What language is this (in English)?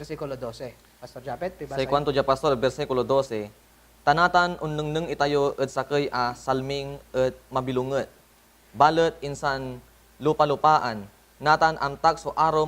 Pangasinan